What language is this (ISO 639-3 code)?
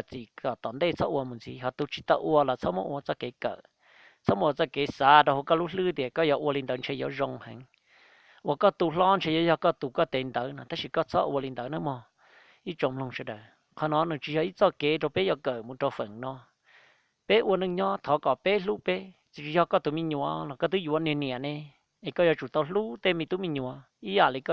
hmn